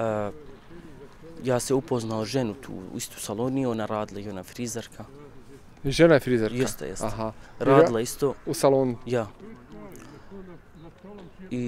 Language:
Bosnian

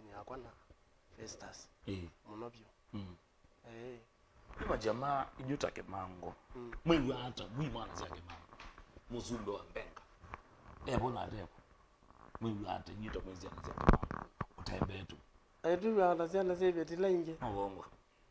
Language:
Kamba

